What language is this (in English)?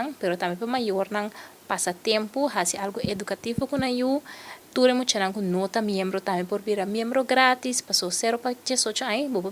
Papiamento